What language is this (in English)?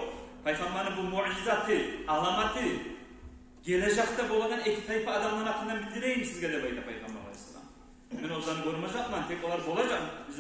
Kumyk